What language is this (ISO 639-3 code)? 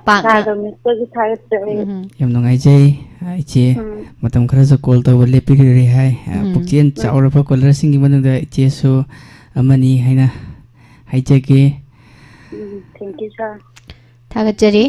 mni